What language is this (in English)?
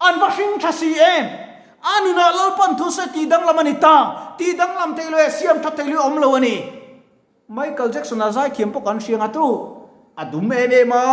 Mizo